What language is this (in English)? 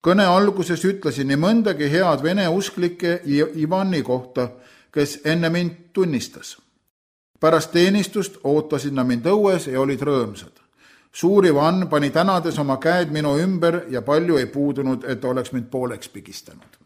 Estonian